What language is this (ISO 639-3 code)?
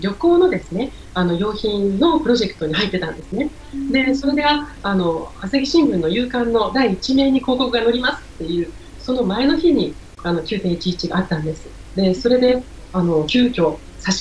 jpn